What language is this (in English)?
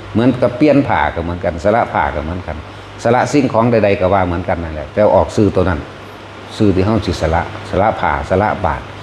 Northeastern Thai